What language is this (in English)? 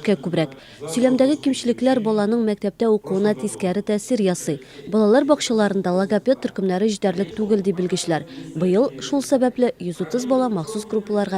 Tatar